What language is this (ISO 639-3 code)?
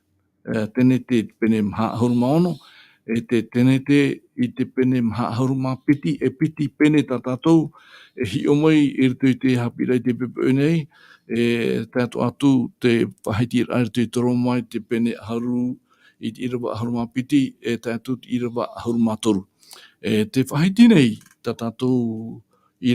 tah